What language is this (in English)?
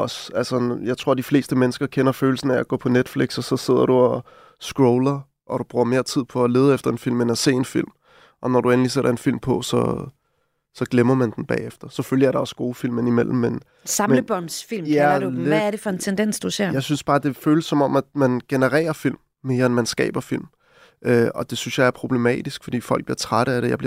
Danish